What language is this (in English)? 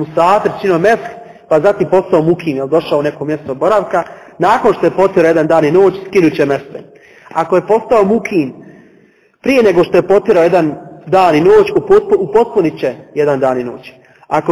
Bosnian